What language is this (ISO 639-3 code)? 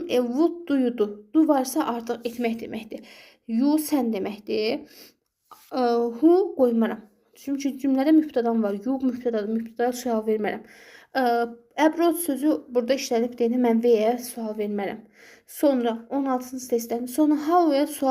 aze